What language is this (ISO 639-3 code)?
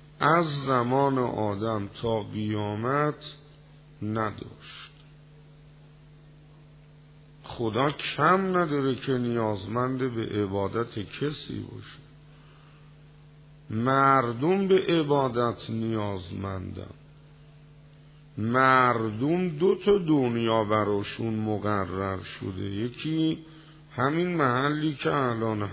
fas